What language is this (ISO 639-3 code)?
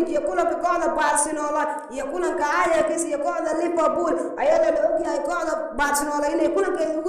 som